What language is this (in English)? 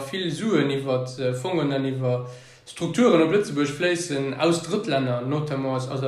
Luxembourgish